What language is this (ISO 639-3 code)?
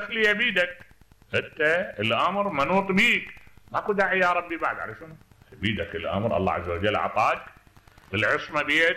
acm